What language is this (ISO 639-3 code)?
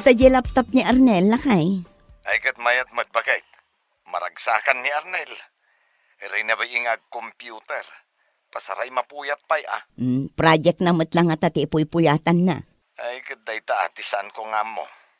ilo